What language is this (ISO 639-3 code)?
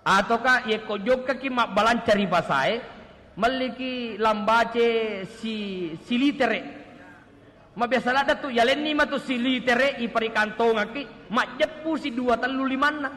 bug